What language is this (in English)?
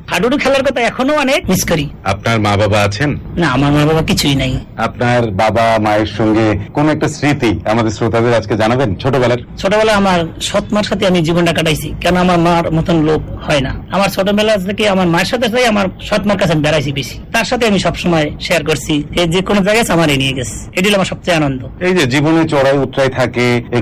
Bangla